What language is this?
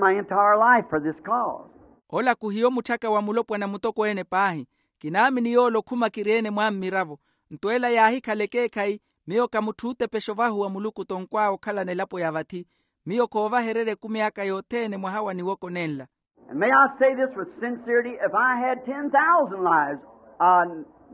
Makhuwa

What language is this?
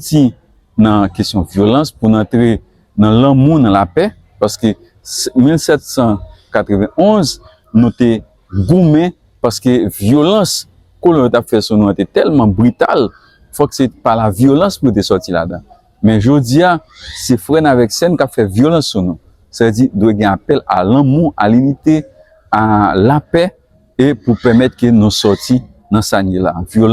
Haitian Creole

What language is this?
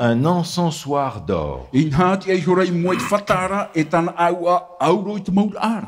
Tahitian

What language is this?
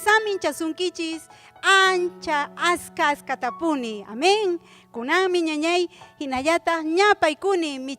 Ayacucho Quechua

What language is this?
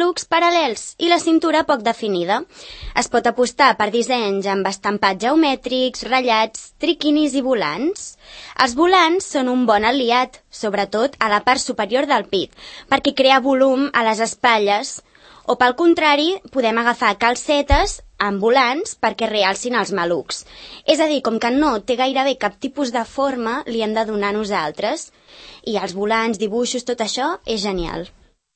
Catalan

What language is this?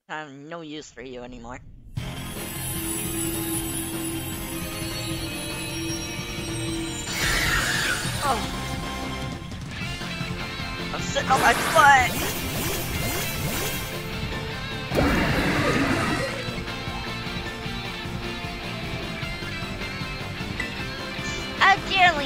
English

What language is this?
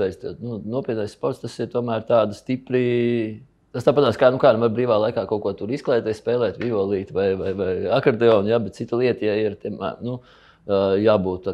Latvian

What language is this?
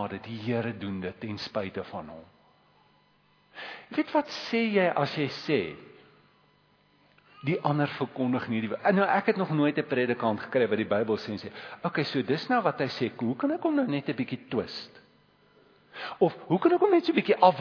Afrikaans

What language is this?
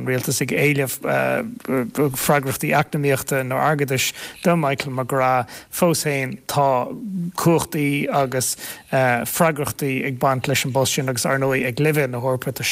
Irish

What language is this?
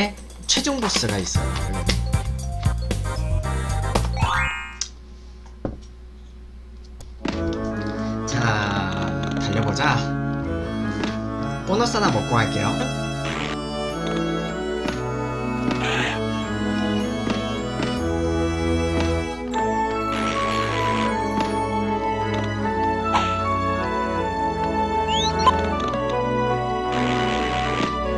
Korean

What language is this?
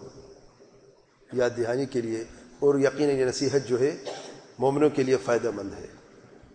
Urdu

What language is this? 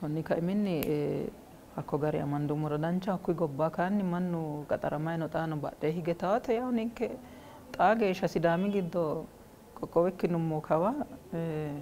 Sidamo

